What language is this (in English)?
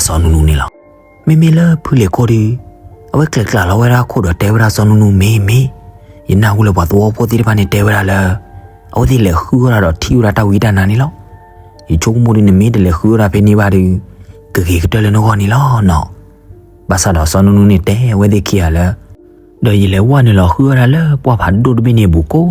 S'gaw Karen